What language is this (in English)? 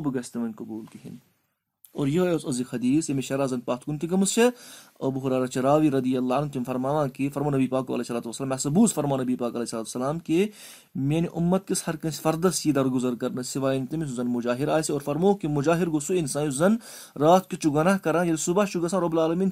Kashmiri